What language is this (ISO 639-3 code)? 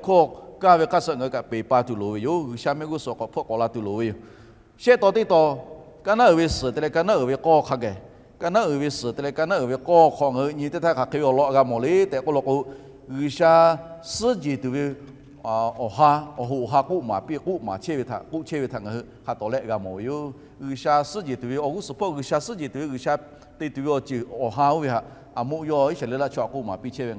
lhu